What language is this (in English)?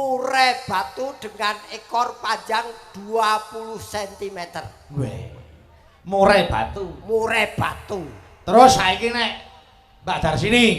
Javanese